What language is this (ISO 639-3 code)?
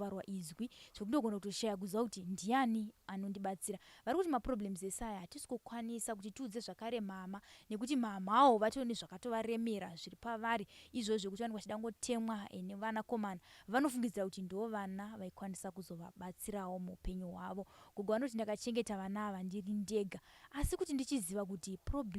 sna